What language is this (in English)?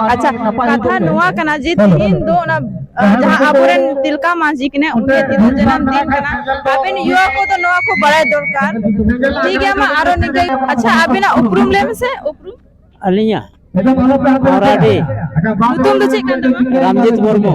Santali